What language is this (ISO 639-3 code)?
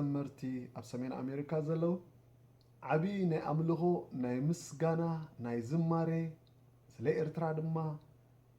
tir